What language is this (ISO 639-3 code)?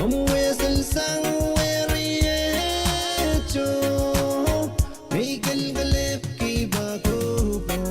pon